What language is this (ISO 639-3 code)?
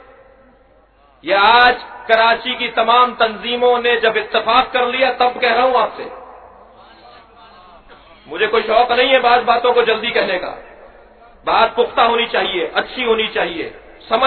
urd